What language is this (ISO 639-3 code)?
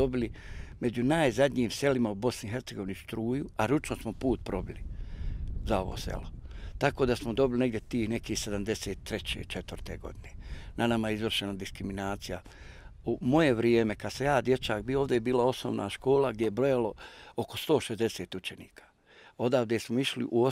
bos